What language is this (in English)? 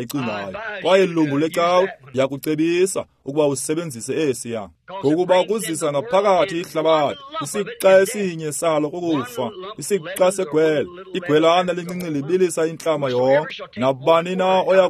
Xhosa